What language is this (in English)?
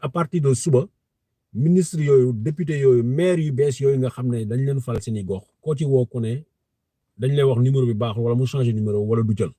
Wolof